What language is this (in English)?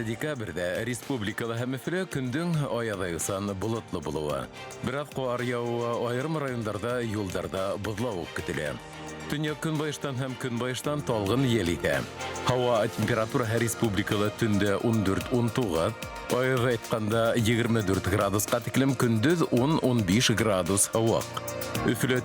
Bashkir